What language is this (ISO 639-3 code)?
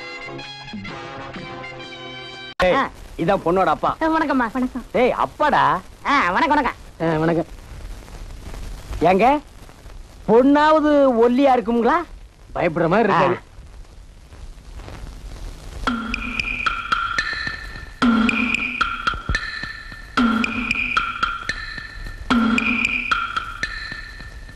tam